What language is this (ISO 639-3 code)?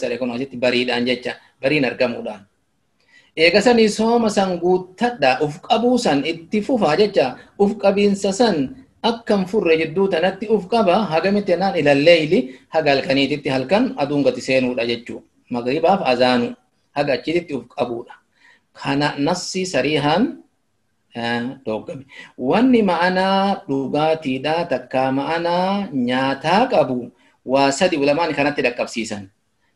orm